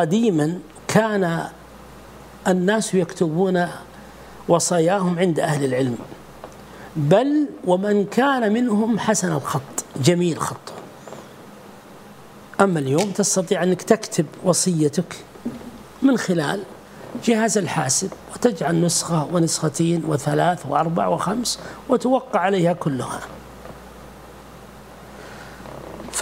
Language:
Arabic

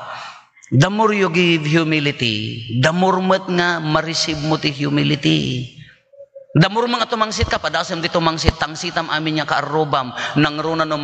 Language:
Iloko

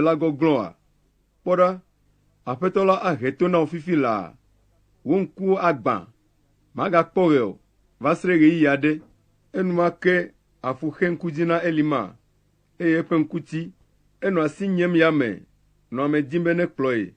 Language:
Ewe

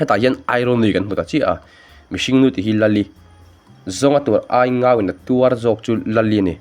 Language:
Mizo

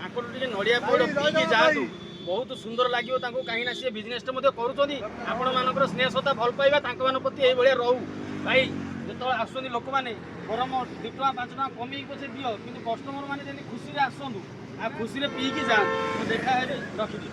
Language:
Odia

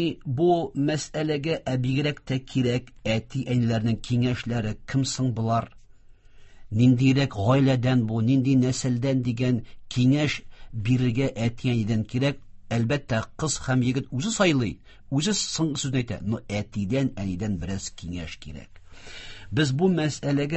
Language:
Tatar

